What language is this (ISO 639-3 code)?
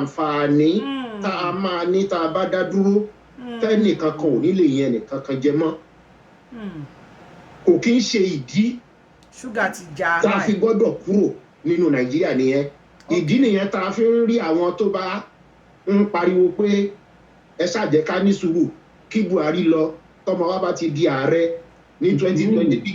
yor